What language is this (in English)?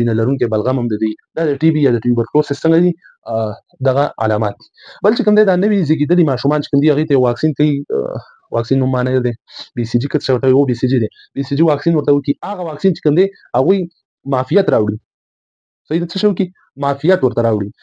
Pashto